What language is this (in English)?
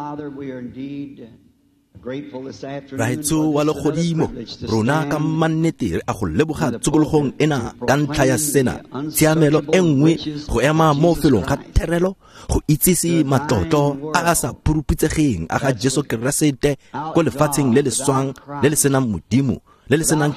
Tswana